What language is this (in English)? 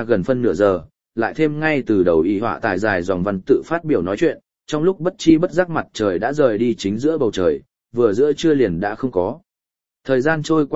Vietnamese